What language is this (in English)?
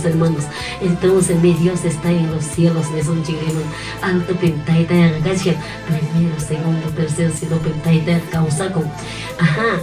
Ayacucho Quechua